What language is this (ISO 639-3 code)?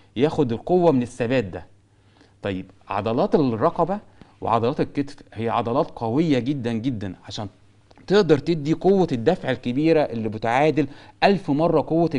arz